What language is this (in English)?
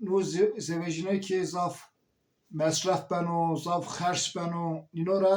Zaza